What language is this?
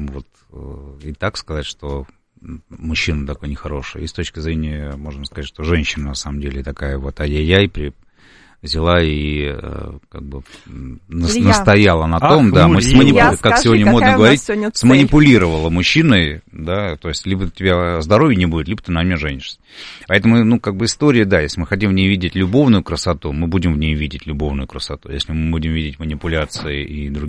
Russian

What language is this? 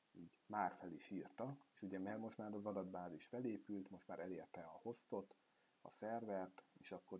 Hungarian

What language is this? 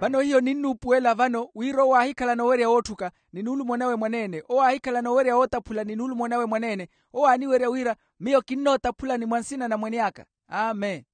Makhuwa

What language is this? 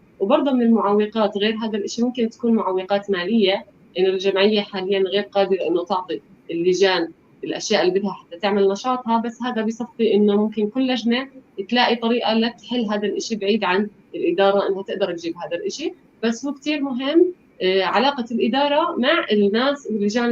North Levantine Arabic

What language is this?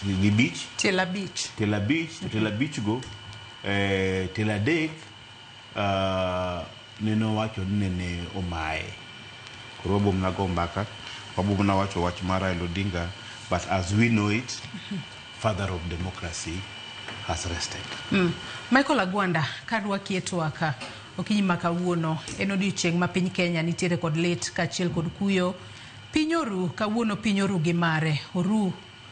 Luo (Kenya and Tanzania)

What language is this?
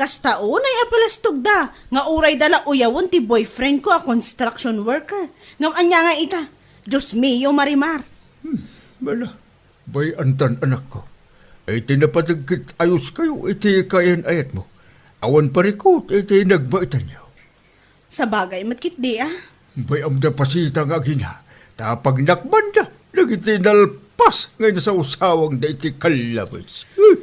Iloko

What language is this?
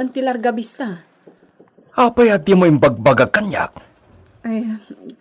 Iloko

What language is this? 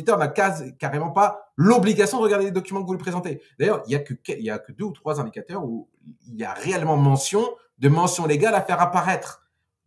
French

